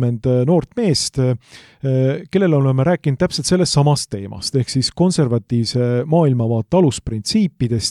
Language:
Estonian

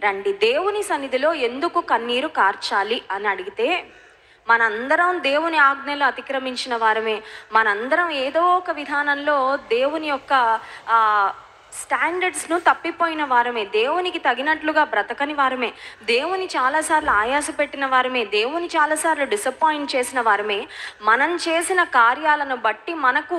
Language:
Telugu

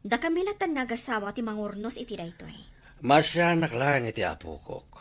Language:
Iloko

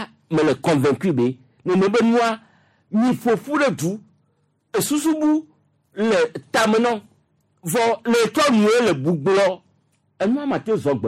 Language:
Gen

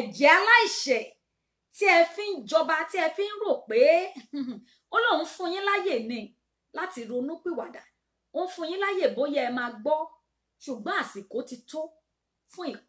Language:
Yoruba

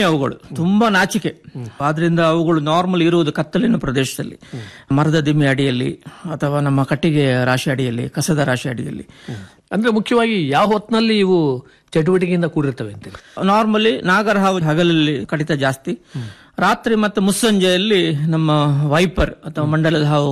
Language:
Kannada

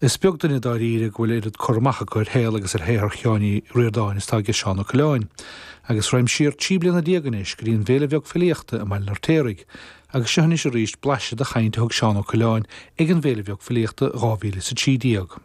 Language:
Irish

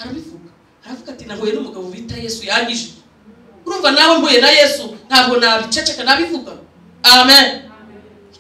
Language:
Kinyarwanda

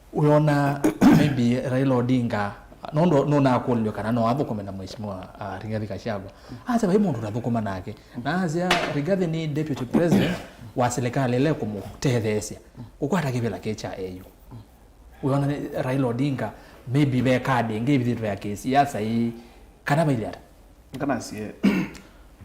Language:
Kamba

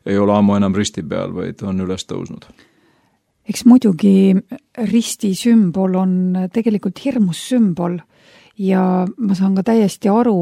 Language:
Estonian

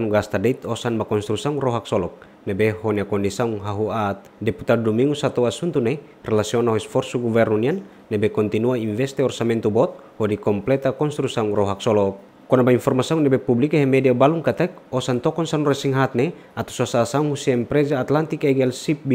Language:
Tetum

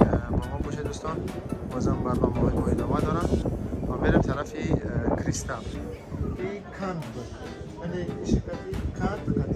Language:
Tajik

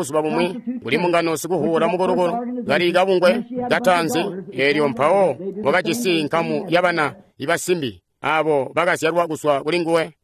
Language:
Tonga (Zambia)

